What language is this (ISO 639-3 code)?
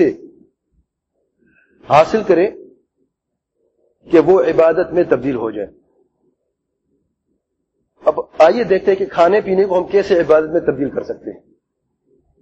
urd